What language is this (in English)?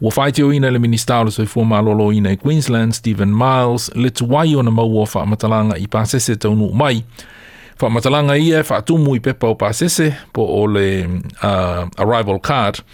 Samoan